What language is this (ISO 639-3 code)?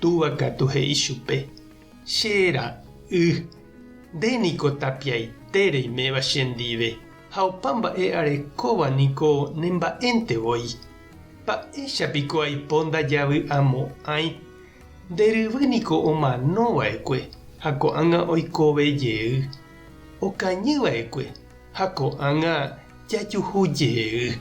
grn